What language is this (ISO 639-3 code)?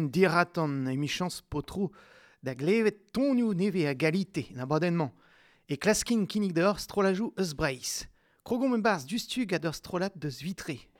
bre